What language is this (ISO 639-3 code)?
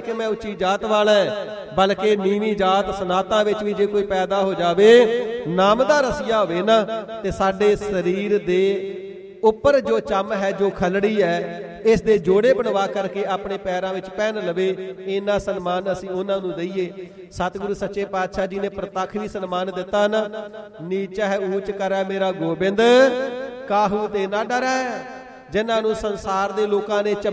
pan